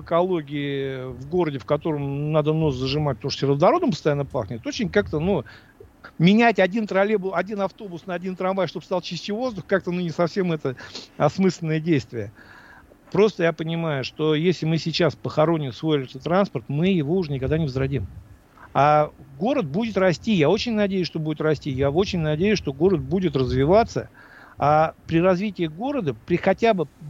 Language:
Russian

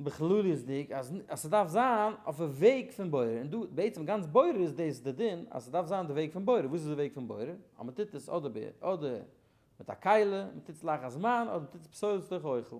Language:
Yiddish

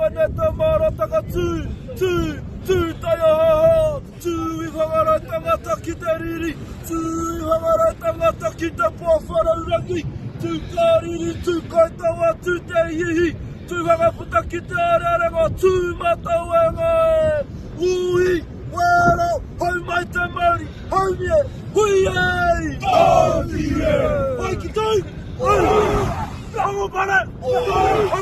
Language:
Māori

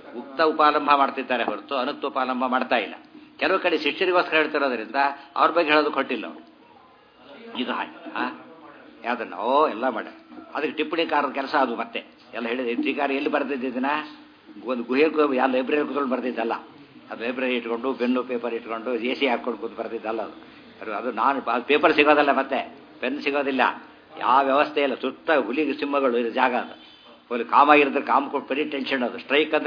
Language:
Kannada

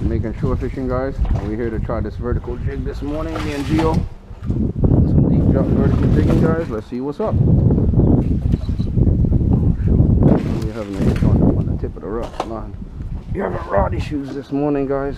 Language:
Jamaican Creole English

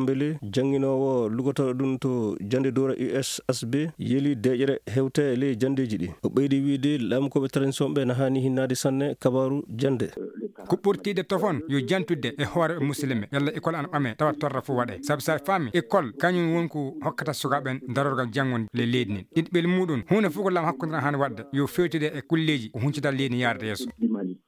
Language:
Fula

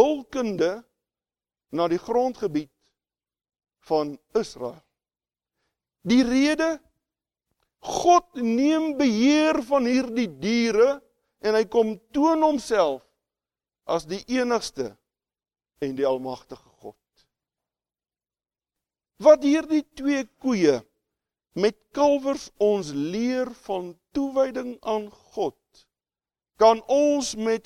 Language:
Afrikaans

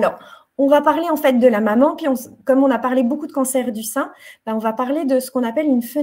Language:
French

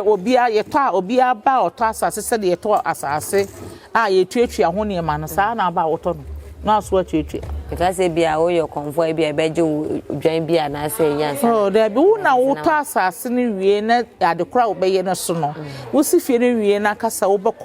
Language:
Akan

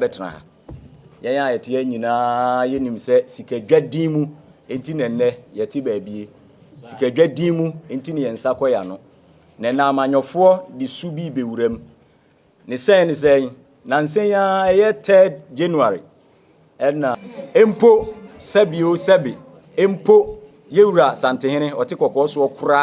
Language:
Akan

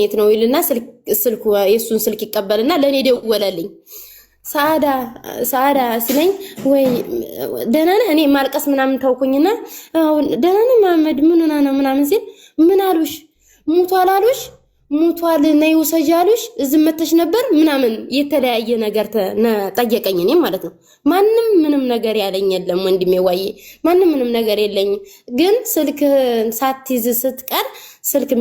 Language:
Amharic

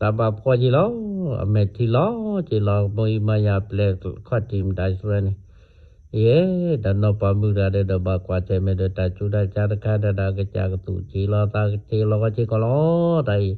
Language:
S'gaw Karen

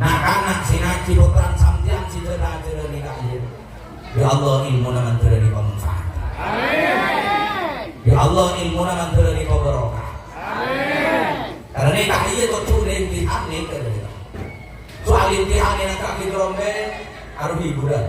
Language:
Madurese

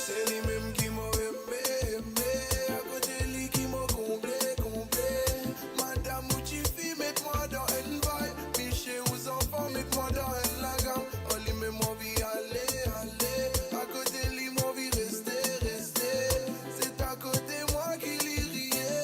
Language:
Morisyen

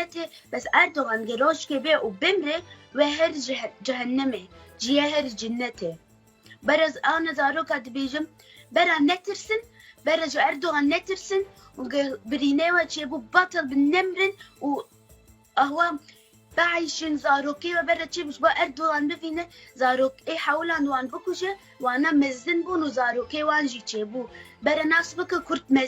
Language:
Kurdish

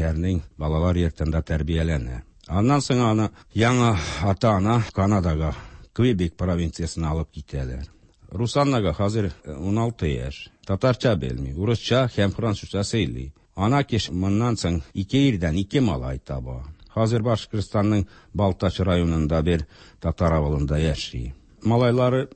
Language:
Tatar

